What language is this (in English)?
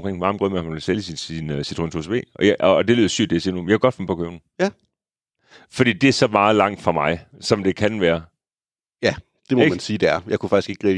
Danish